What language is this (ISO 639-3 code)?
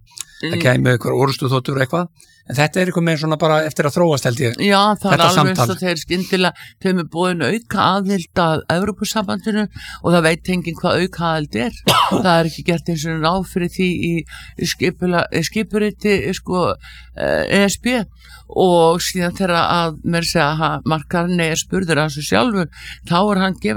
isl